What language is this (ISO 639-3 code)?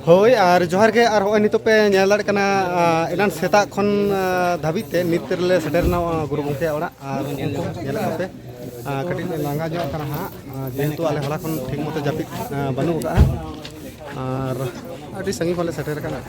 sat